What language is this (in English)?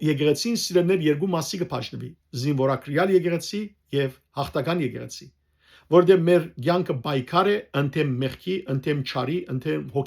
Western Armenian